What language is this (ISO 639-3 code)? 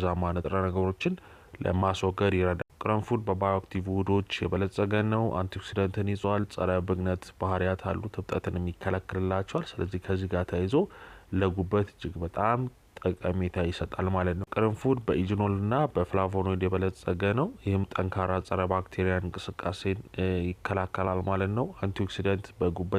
amh